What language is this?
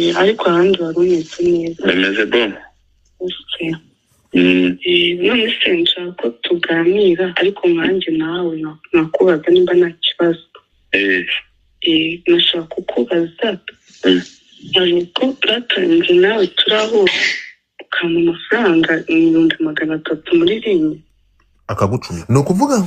Kinyarwanda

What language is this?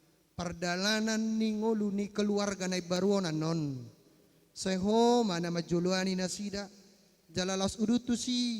Batak Toba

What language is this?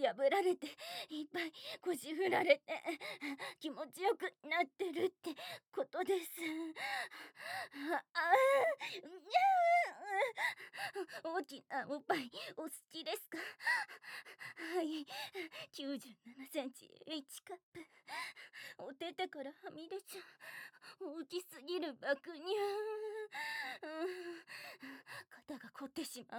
Japanese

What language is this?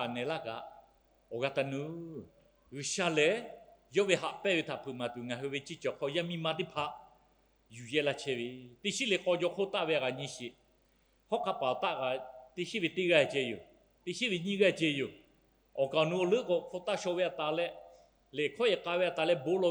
Lahu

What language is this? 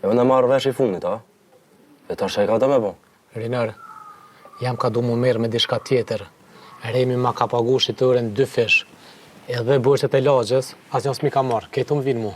Albanian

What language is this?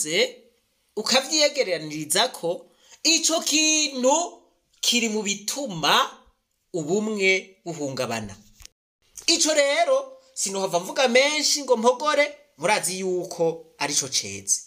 Rundi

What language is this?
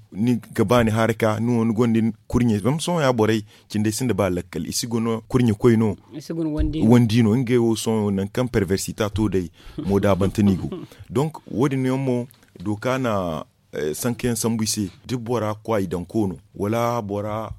Zarma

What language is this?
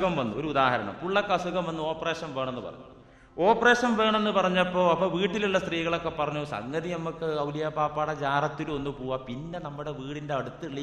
Malayalam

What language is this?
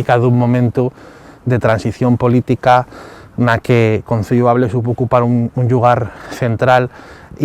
Asturian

